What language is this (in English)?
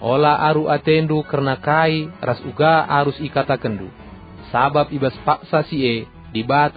Batak Karo